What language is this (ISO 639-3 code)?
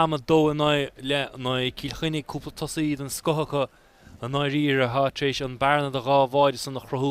gle